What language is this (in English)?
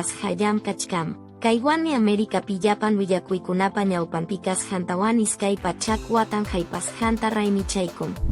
Quechua